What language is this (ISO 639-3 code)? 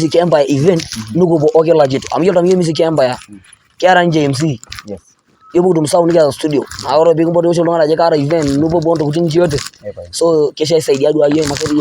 mas